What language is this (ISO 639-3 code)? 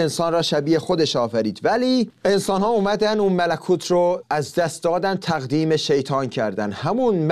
fas